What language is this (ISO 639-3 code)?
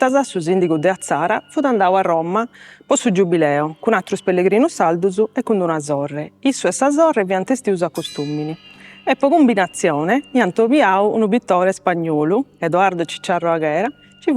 srd